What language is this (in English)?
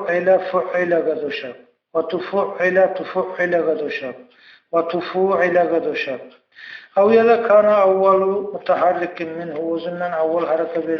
Kumyk